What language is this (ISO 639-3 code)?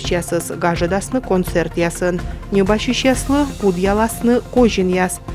kom